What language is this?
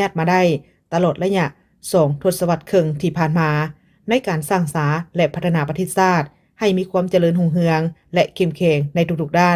Lao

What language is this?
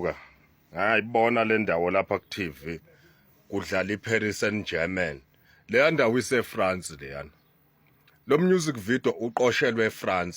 Zulu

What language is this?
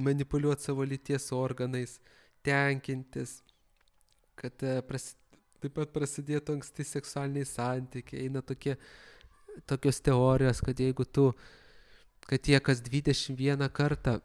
Lithuanian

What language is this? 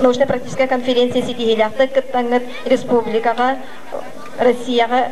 Yakut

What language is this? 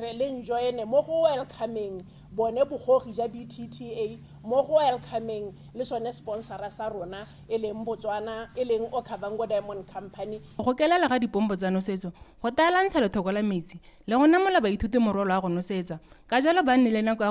Tswana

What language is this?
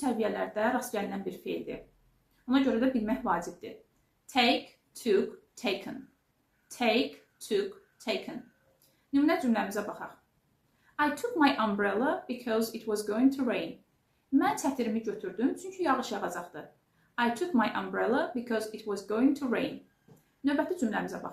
Azerbaijani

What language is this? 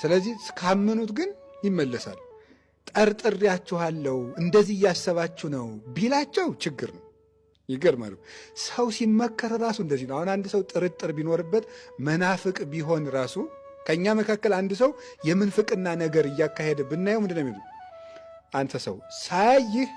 Amharic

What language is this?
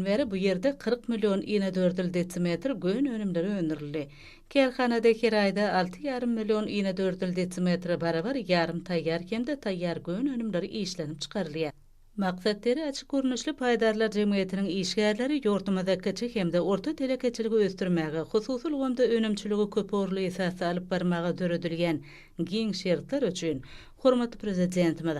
Turkmen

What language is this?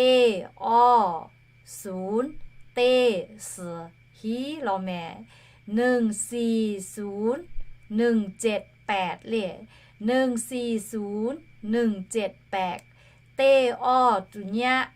Lahu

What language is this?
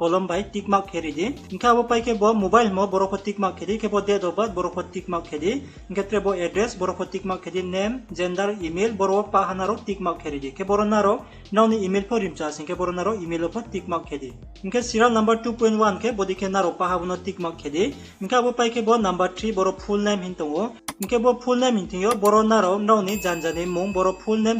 Riang (India)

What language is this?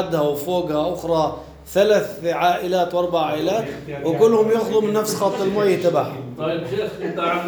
North Levantine Arabic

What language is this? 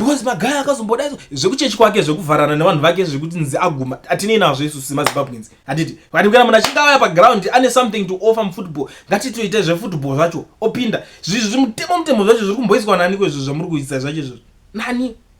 Shona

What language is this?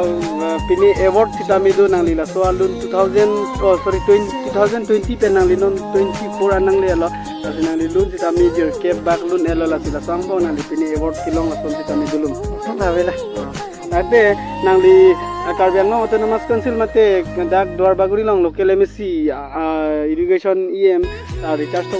Karbi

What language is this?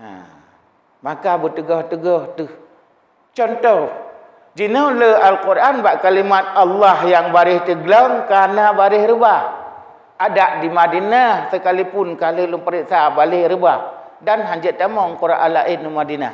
Achinese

